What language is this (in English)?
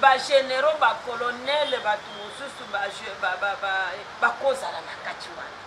Lingala